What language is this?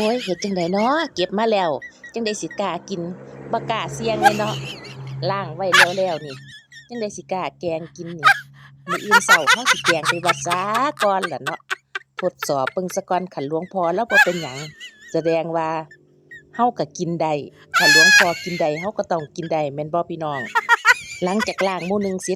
Northeastern Thai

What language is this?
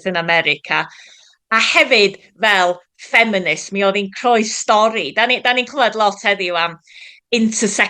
Welsh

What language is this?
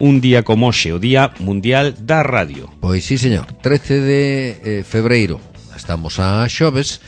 Galician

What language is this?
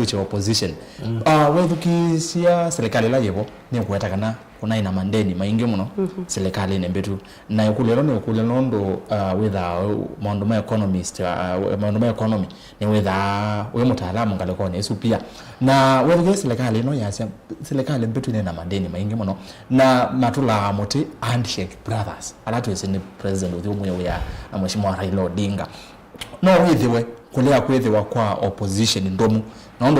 Kamba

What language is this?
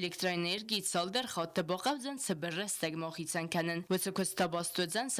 Ossetic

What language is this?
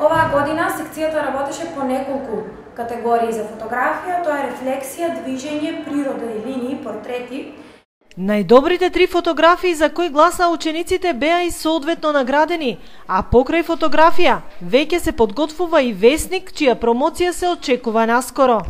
Macedonian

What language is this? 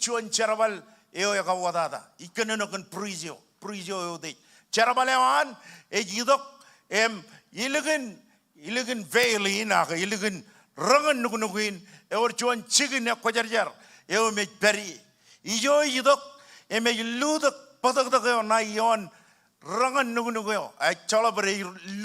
Marshallese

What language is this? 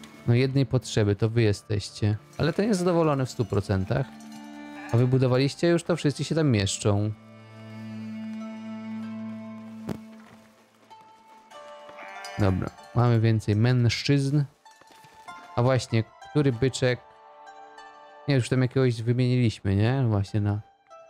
Polish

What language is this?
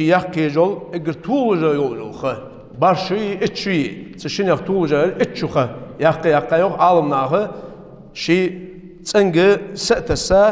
Ingush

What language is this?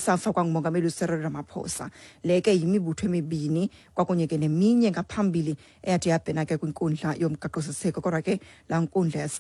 Xhosa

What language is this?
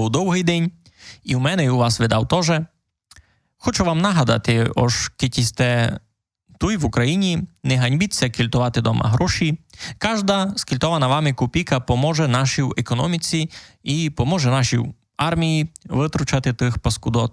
Rusyn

